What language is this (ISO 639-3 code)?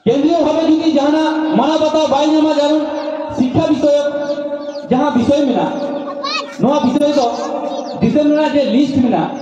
sat